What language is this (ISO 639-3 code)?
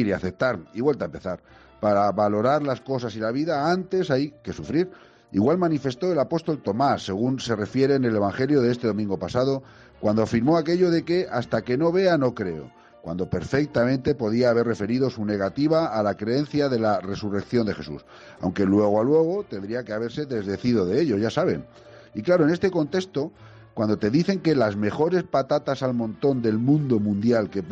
spa